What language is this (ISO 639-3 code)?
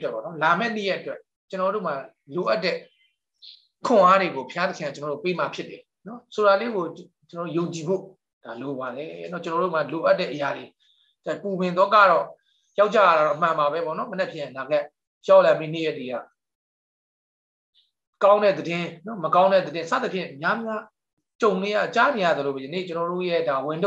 mya